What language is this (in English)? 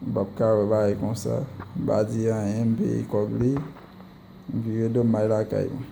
Haitian Creole